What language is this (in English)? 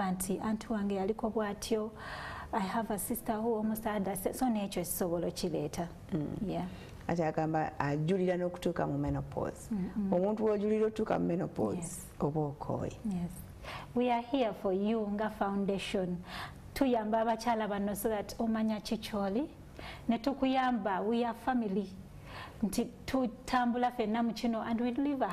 Ganda